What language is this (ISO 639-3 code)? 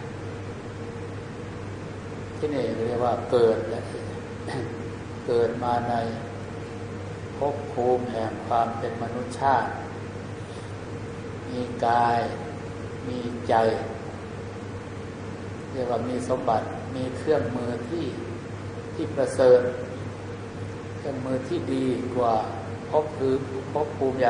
tha